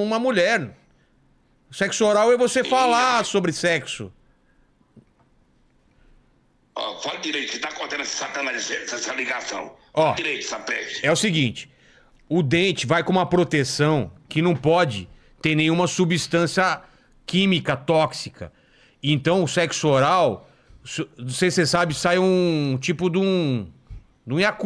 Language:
Portuguese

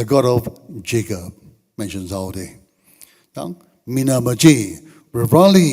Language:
Tangkhul Naga (India)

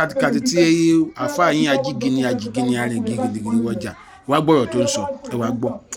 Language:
Yoruba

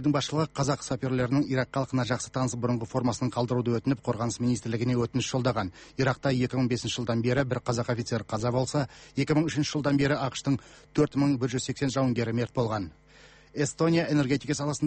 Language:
Kazakh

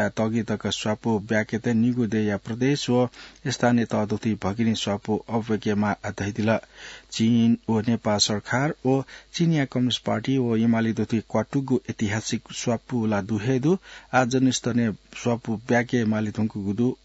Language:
Newari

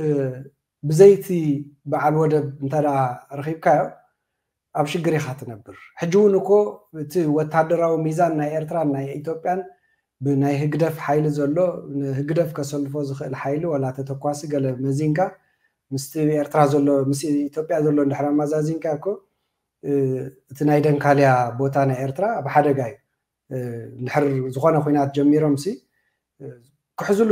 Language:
Tigrinya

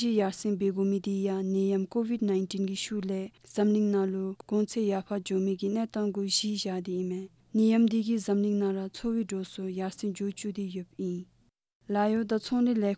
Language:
Dzongkha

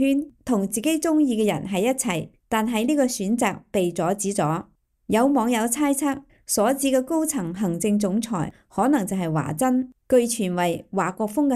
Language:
Cantonese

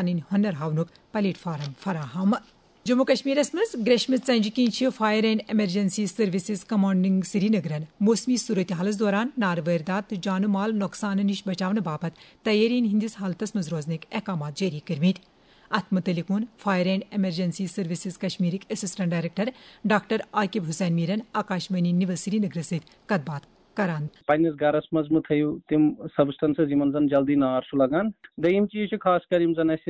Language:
Kashmiri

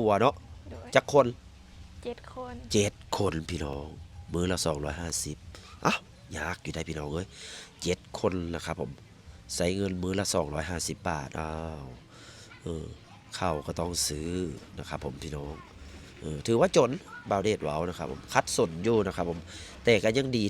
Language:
Lao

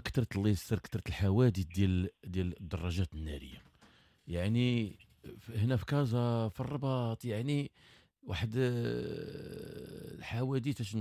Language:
Moroccan Arabic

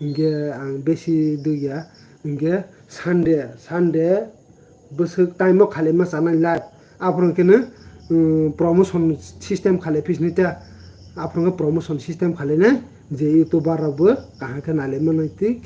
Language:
Kok Borok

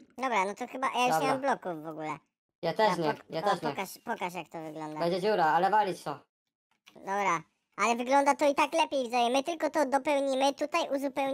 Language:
Polish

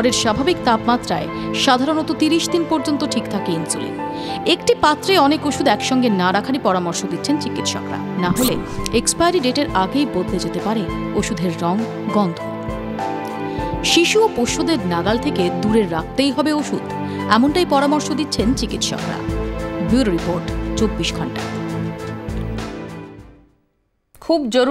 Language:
Bangla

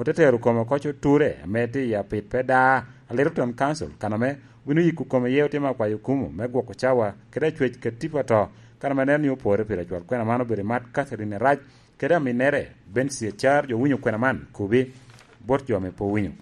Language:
Lango (Uganda)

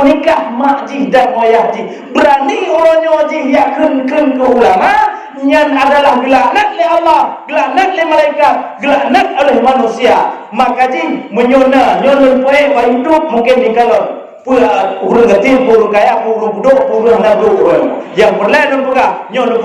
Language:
Achinese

